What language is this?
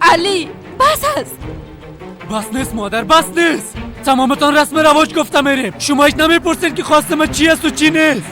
Persian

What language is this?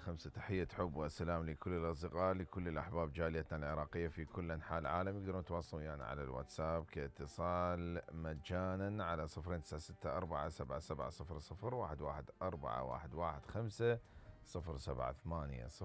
Mesopotamian Arabic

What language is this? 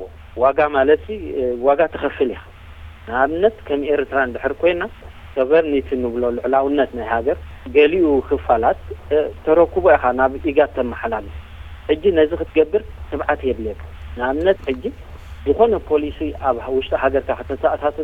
Tigrinya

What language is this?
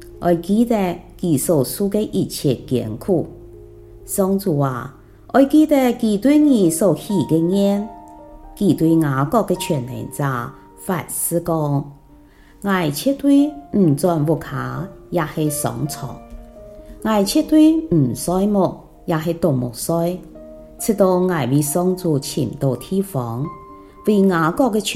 Hakka Chinese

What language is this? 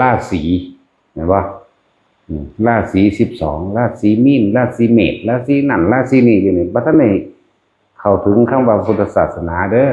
Northeastern Thai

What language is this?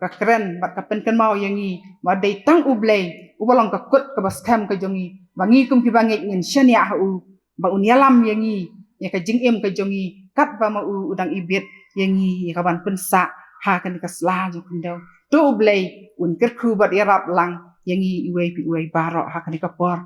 Khasi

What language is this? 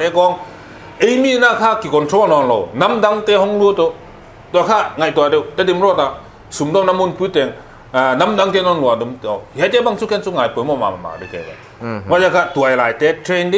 Paite Chin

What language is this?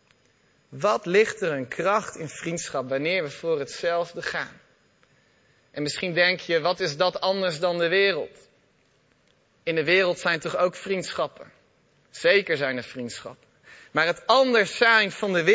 Dutch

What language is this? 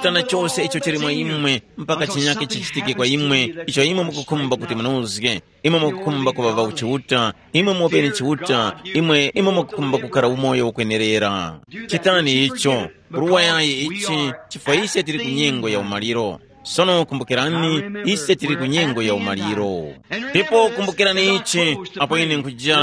Tumbuka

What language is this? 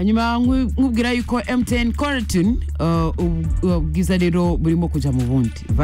Kinyarwanda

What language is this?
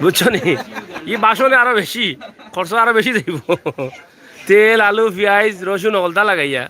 Sylheti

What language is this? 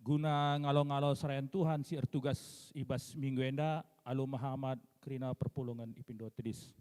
Batak Karo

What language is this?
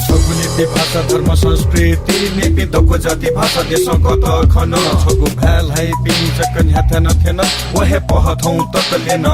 Newari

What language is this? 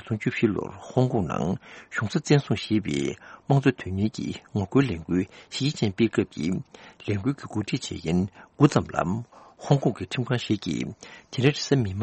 Tibetan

